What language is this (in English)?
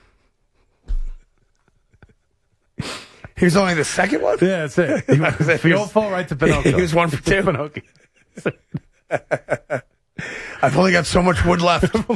English